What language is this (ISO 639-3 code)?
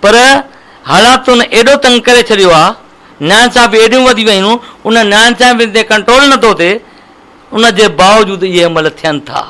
snd